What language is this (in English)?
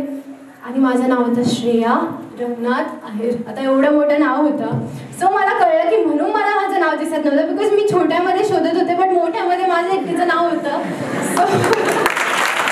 Marathi